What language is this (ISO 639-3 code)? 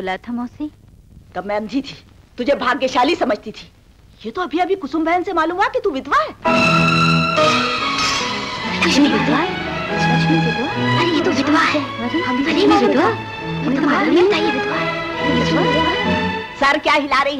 hin